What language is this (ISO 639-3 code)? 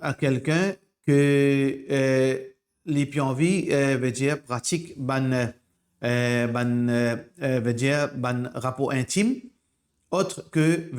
mfe